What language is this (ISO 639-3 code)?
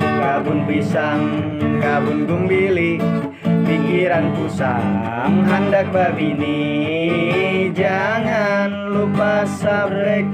bjn